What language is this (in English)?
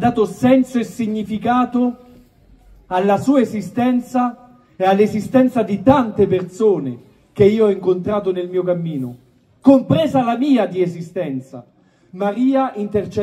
Italian